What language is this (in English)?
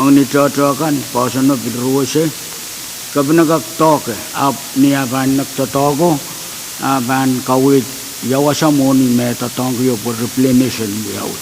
Pohnpeian